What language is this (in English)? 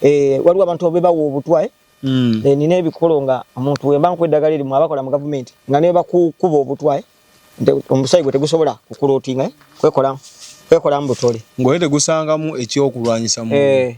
Ganda